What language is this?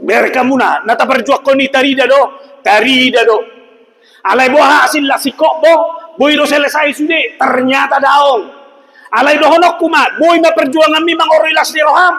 Batak Toba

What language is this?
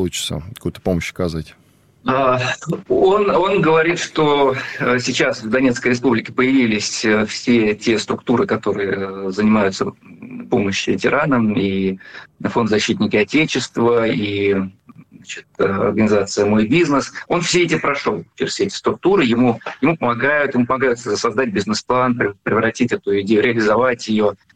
Russian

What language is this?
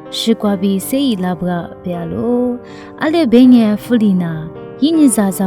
Lisu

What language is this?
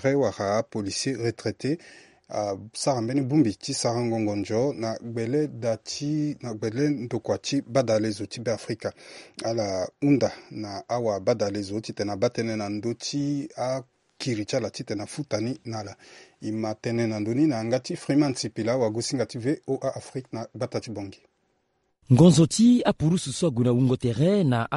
Sango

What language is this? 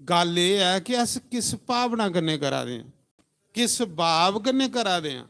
Dogri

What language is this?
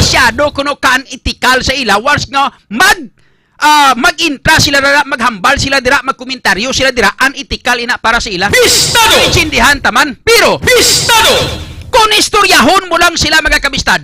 Hiligaynon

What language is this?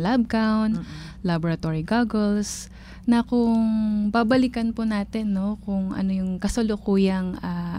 Filipino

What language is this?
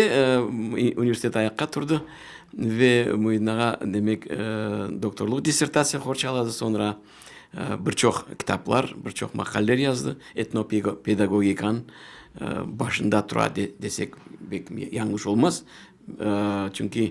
Crimean Tatar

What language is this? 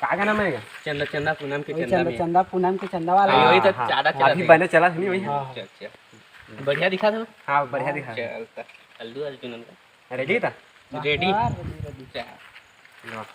Chhattisgarhi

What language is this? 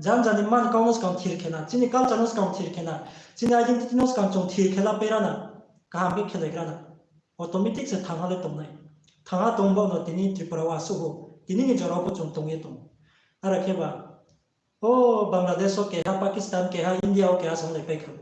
Riang (India)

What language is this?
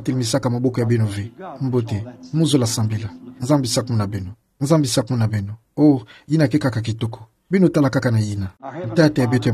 Kituba (Democratic Republic of Congo)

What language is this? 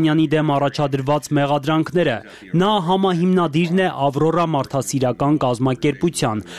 Armenian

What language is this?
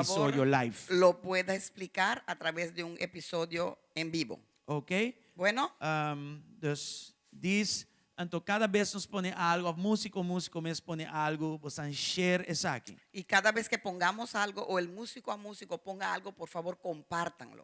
Papiamento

